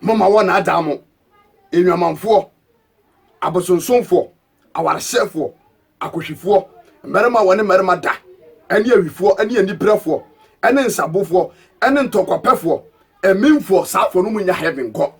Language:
Akan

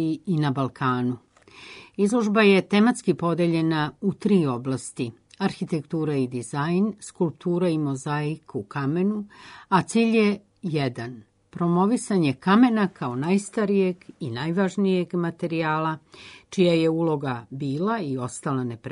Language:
Serbian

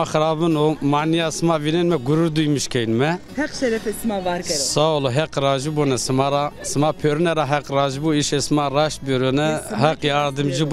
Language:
Zaza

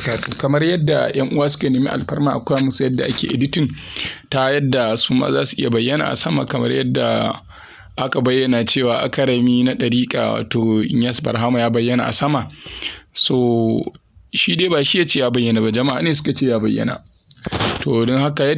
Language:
Hausa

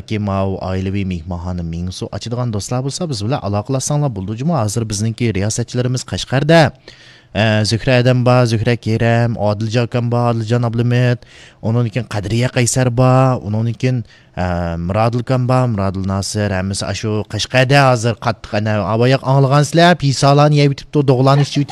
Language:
Uyghur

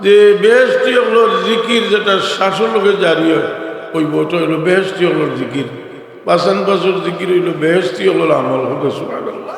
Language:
Sylheti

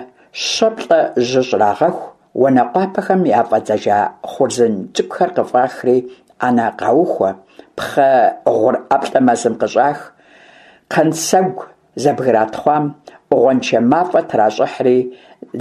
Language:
Kabardian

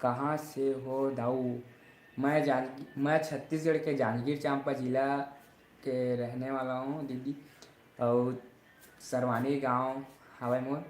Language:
Chhattisgarhi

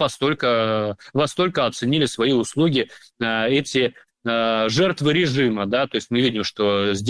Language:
Russian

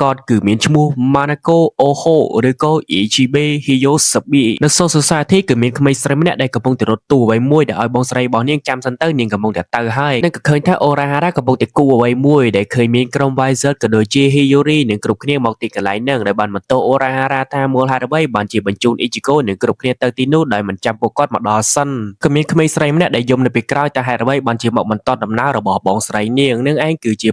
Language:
Khmer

